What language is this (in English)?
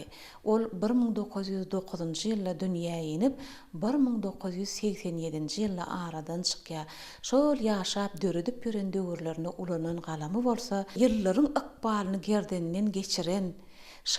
Turkmen